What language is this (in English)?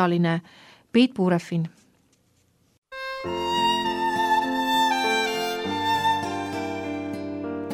Estonian